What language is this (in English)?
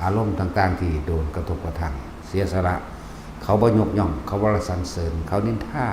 Northeastern Thai